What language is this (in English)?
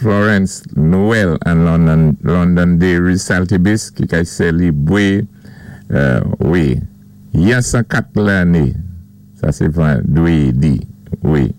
Saint Lucian Creole French